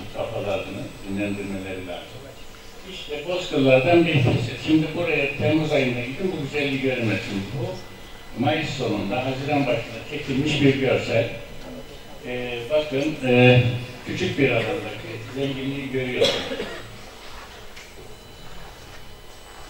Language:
Turkish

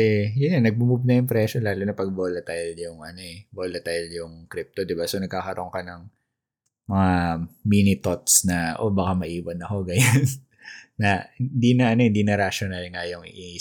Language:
Filipino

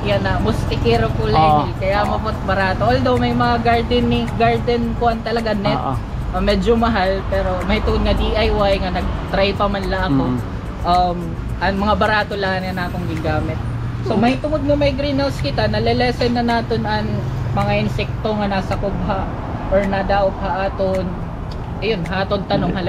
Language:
Waray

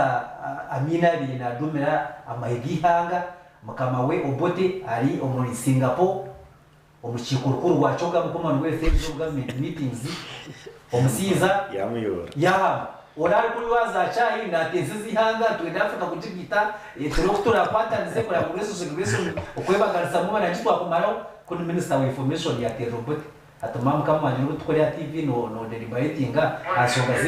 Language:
Nyankole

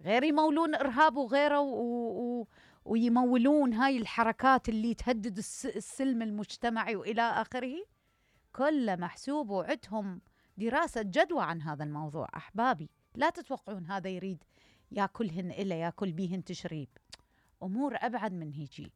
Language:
Mesopotamian Arabic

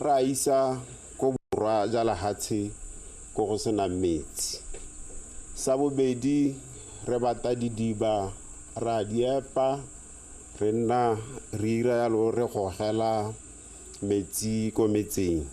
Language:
Tswana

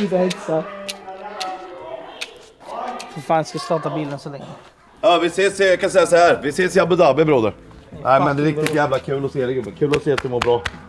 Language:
Swedish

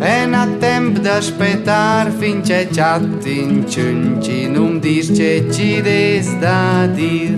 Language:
Romansh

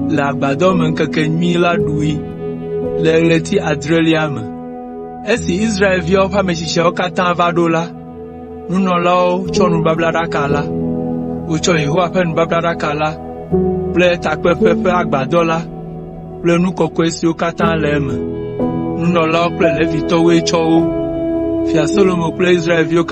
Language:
Ewe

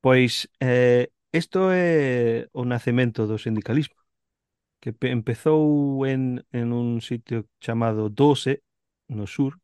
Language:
Galician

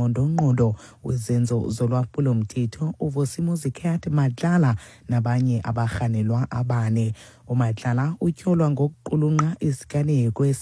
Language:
Xhosa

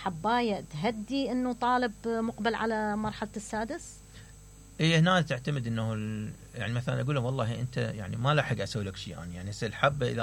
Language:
Mesopotamian Arabic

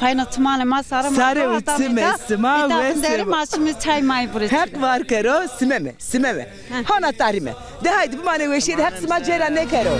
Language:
Zaza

